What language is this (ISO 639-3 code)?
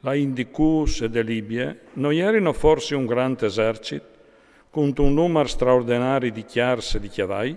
fur